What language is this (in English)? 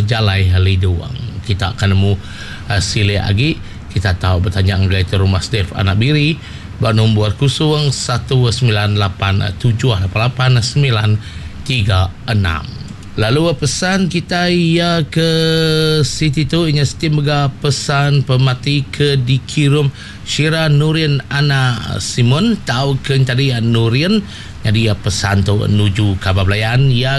Iban